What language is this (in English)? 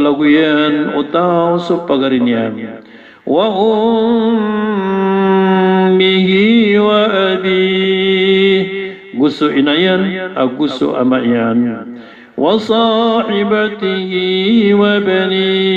Maranao